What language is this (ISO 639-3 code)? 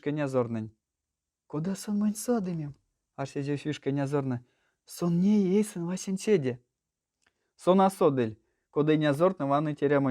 myv